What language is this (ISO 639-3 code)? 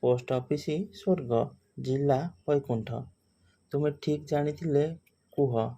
ori